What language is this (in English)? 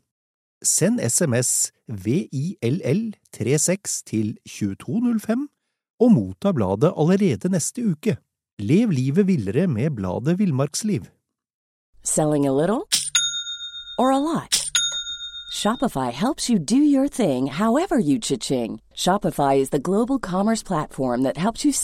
Norwegian